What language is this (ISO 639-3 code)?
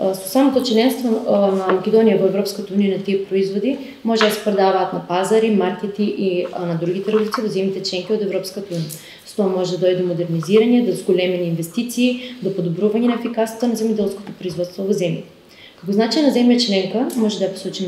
mkd